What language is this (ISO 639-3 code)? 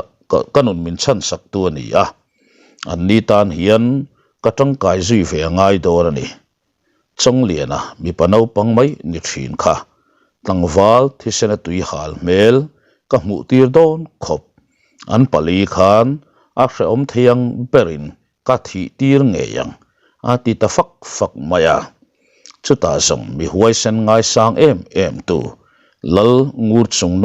lus